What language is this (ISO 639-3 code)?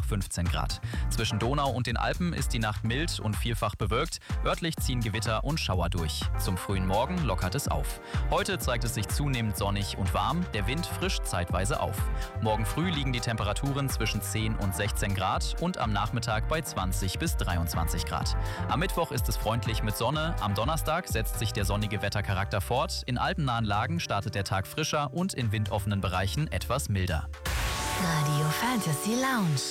deu